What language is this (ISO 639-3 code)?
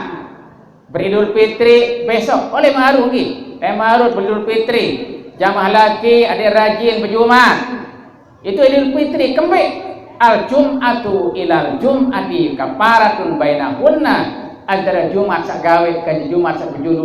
sas